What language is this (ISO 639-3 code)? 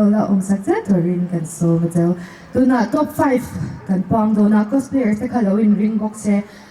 lus